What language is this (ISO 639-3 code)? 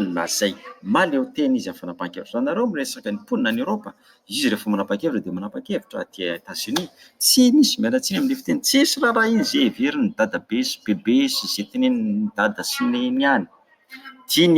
mlg